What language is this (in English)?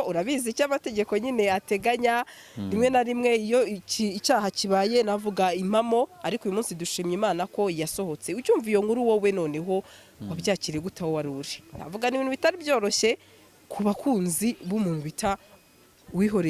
Kinyarwanda